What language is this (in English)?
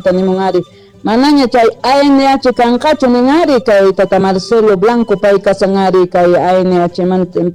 South Bolivian Quechua